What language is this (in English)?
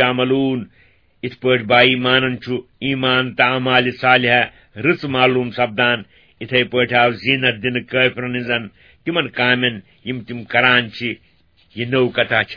Kashmiri